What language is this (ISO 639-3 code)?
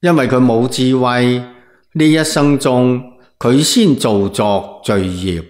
yue